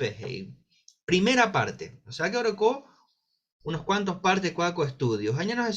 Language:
Guarani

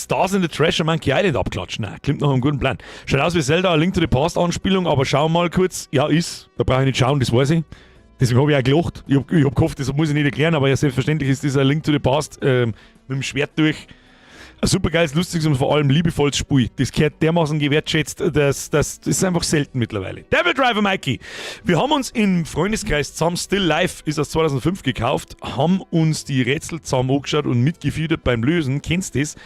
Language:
Bavarian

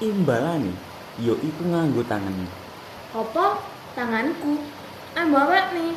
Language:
Javanese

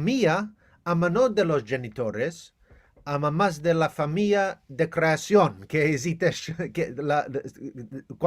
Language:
Ladino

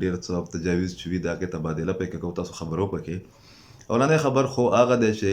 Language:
Pashto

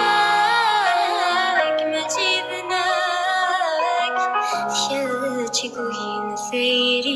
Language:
Kabyle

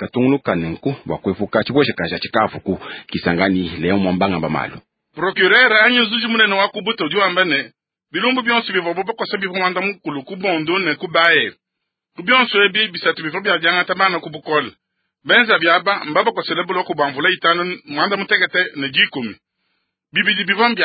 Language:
Luba-Lulua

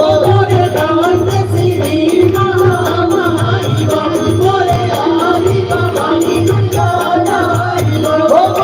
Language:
Chhattisgarhi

